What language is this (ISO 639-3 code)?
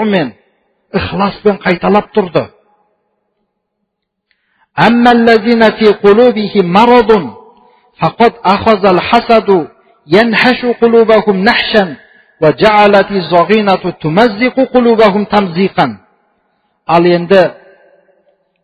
kaz